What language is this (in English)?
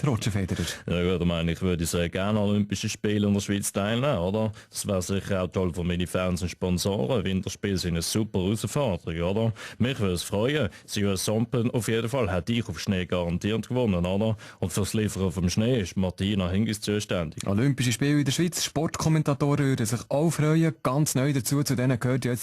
Swiss German